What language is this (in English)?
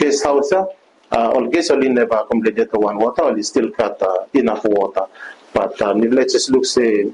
Bislama